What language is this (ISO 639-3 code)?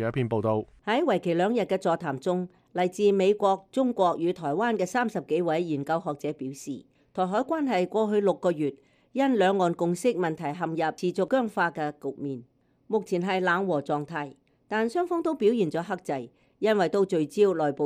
yue